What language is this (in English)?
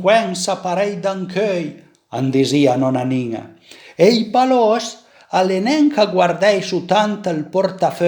Piedmontese